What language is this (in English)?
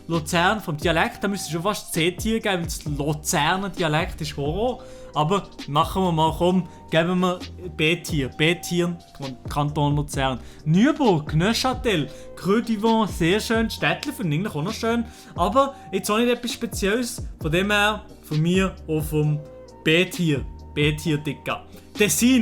Swiss German